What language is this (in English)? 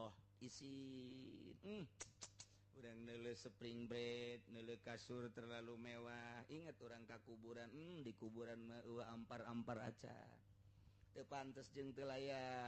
Sundanese